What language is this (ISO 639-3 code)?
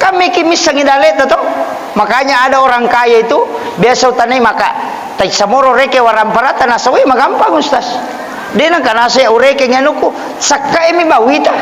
bug